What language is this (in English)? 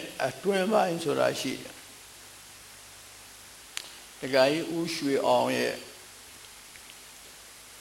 Burmese